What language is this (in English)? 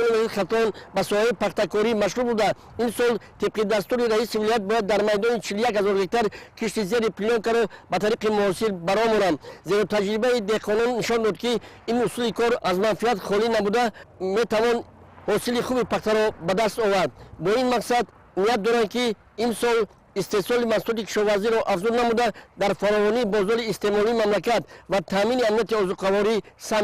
Tajik